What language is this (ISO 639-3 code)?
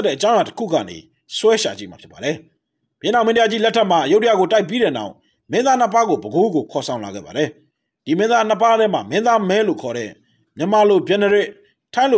mya